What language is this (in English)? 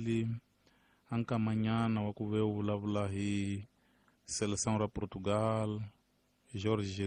Tsonga